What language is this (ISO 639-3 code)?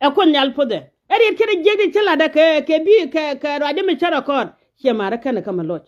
nus